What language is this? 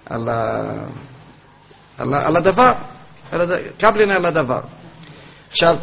Hebrew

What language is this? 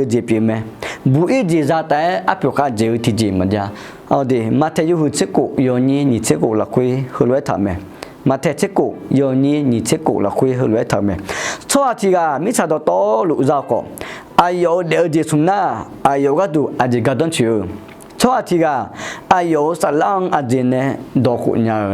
Akha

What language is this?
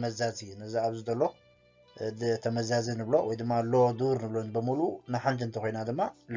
Tigrinya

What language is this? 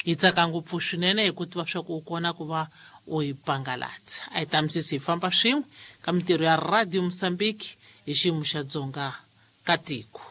Tsonga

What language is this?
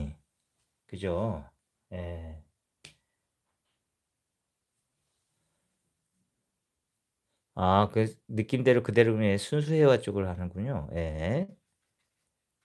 Korean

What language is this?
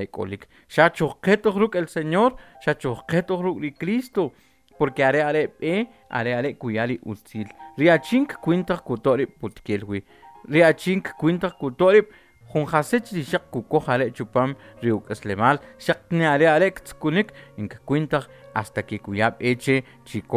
Kʼicheʼ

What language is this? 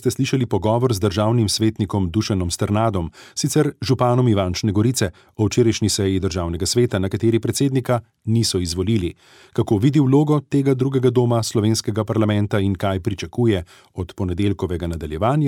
Slovenian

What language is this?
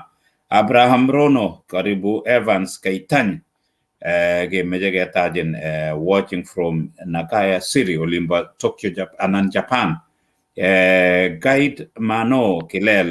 Kalenjin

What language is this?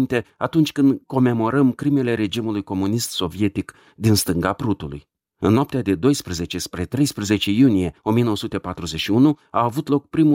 Romanian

